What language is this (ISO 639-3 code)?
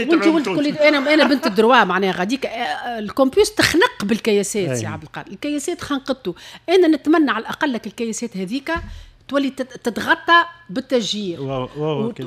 aeb